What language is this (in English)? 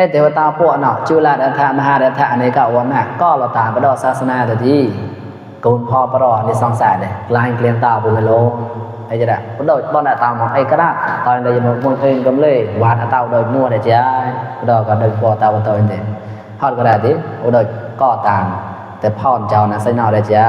Mon